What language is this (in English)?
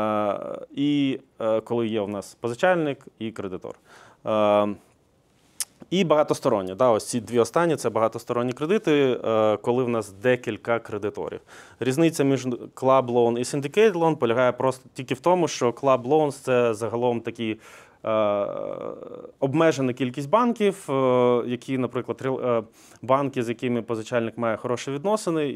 Ukrainian